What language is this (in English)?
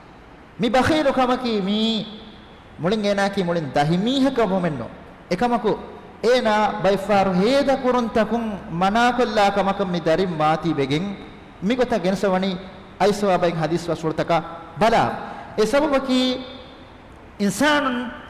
Divehi